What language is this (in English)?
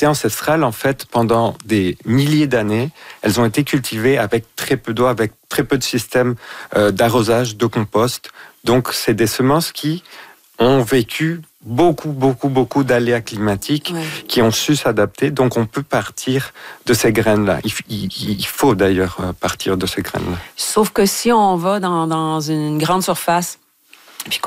French